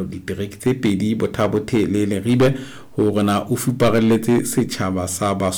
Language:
Southern Sotho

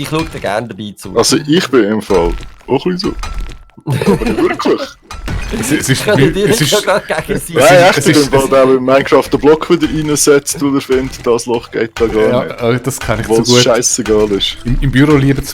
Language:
Swiss German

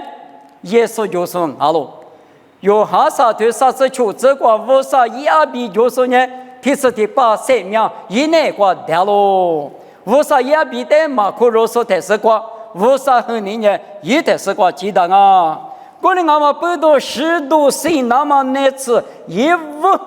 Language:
Lisu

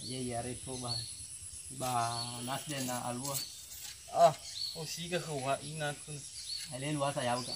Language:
Nias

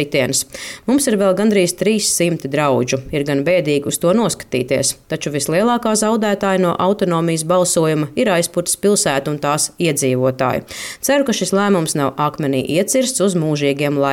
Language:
Latvian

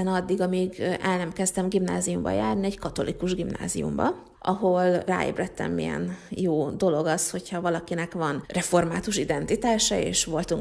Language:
Hungarian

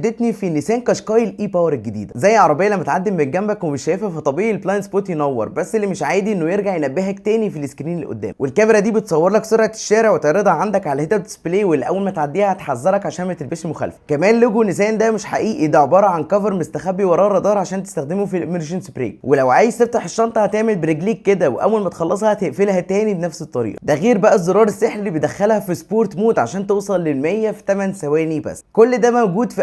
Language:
Egyptian Arabic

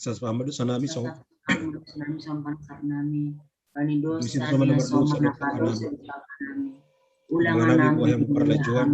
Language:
Batak Simalungun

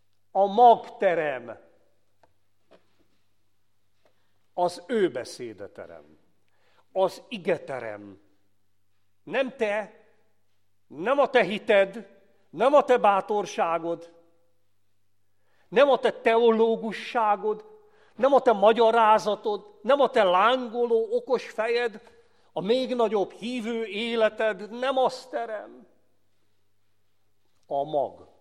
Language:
Hungarian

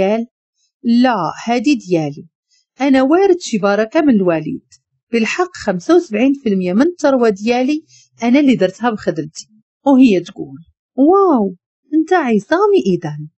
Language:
Moroccan Arabic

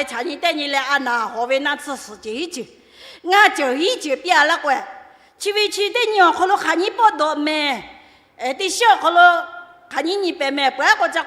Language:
Lahu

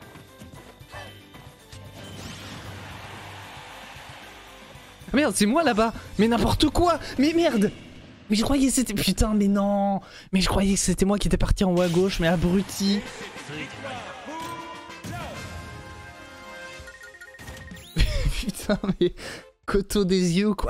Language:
French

